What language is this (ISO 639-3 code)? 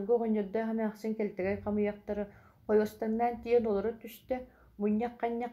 sah